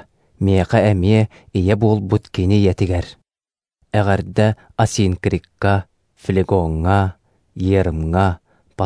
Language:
Yakut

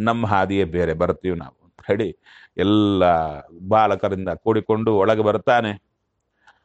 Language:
Kannada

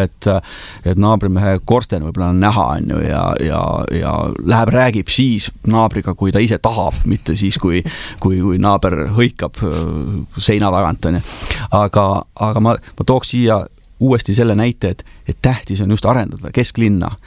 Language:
Estonian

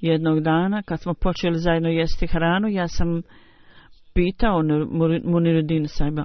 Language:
Bosnian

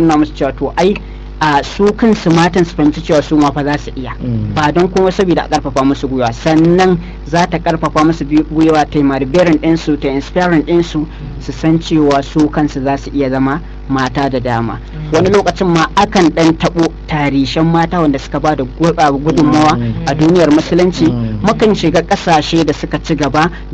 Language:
Hausa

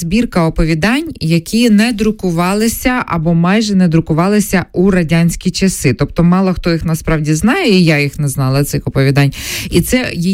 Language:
Ukrainian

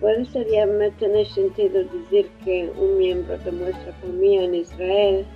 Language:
Ladino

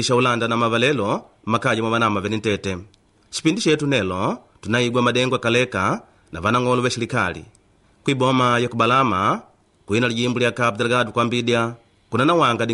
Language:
Makonde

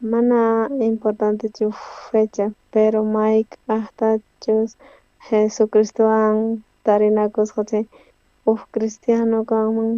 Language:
South Bolivian Quechua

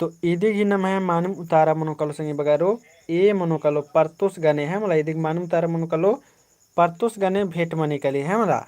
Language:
Kurukh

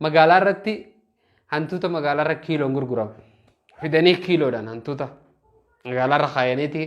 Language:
Oromo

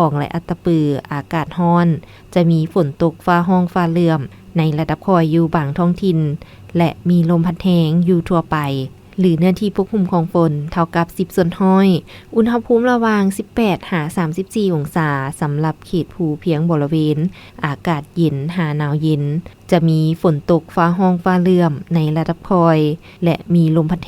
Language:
Lao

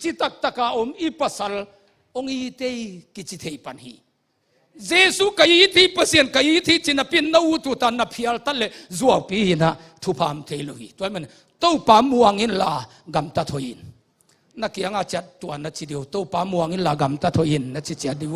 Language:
Tedim Chin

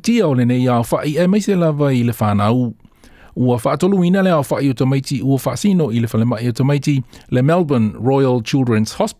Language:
Samoan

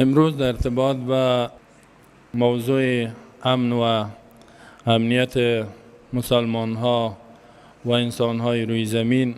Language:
Persian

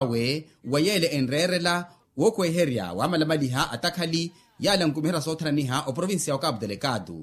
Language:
Makhuwa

